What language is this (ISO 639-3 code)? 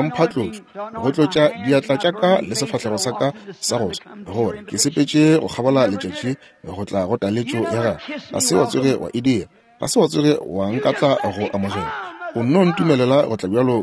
nso